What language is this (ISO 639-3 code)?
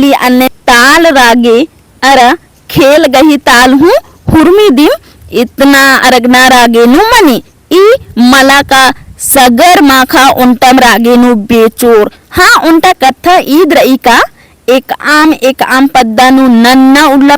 kru